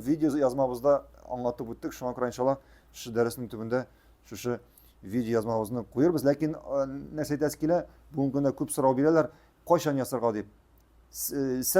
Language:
Tatar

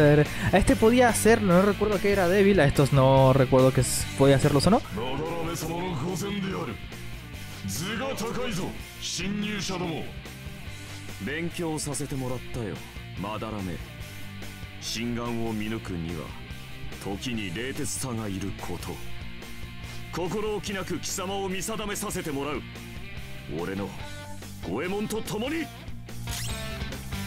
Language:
Japanese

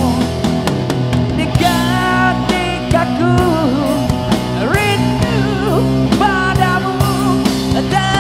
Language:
Malay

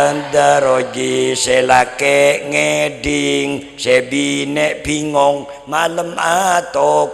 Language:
Madurese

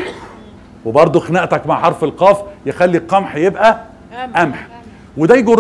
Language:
Egyptian Arabic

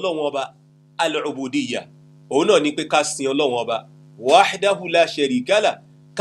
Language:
Yoruba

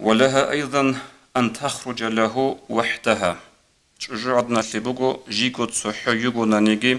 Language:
Avaric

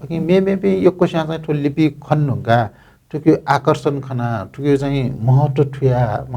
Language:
Newari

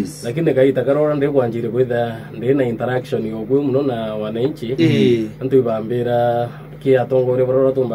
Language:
Meru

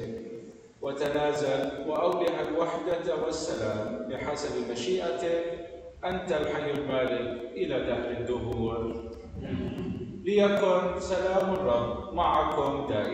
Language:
Arabic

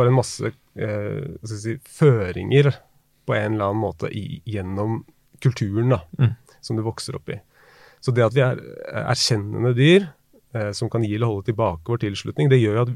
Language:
Norwegian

